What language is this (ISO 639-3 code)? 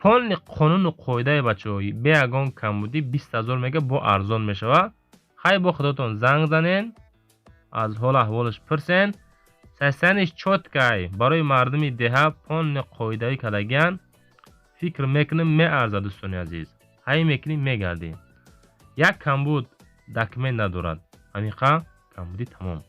tgk